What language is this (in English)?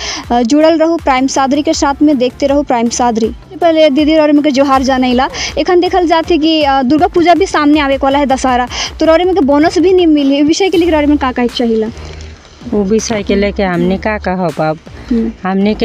Sadri